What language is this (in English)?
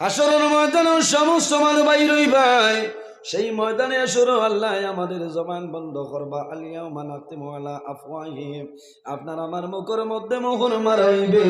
Sylheti